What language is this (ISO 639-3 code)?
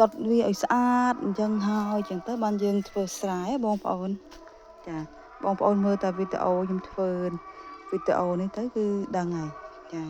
khm